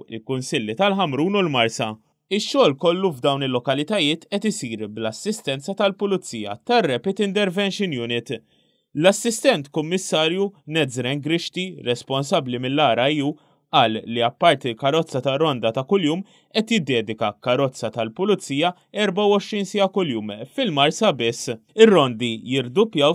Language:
Maltese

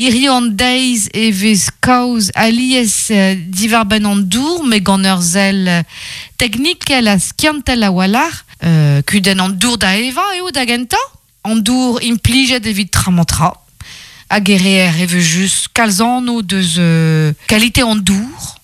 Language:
Breton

